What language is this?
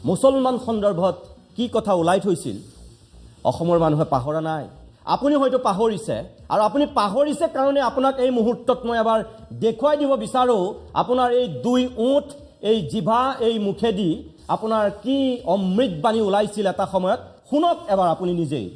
Assamese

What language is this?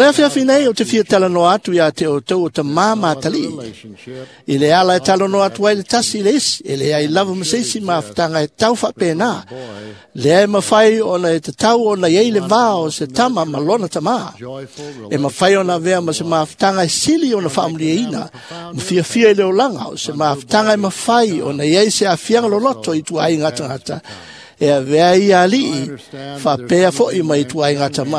Samoan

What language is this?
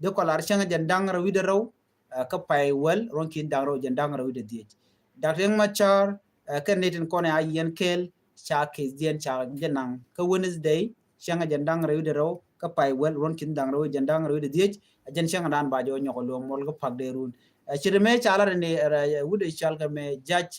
Nuer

